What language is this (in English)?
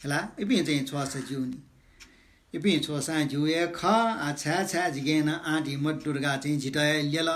Newari